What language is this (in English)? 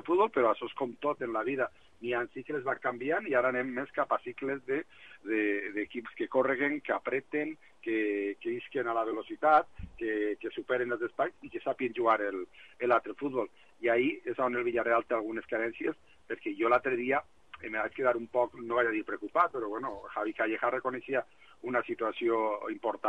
Catalan